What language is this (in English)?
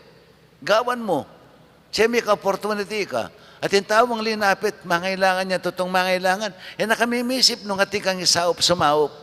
Pampanga